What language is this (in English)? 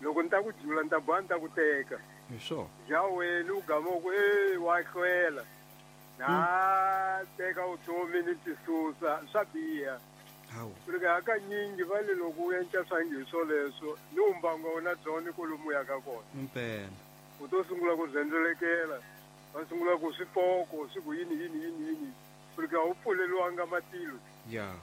Tsonga